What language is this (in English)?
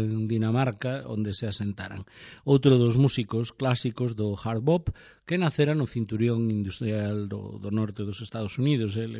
Galician